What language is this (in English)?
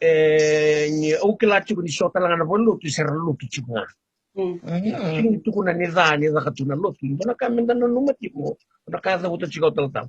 Fijian